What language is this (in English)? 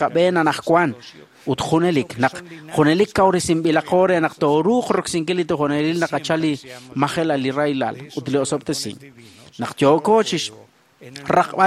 Kekchí